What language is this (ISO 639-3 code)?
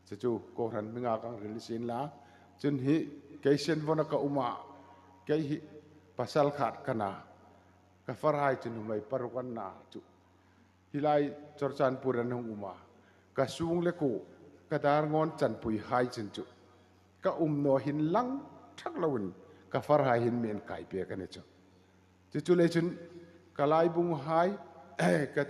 hmr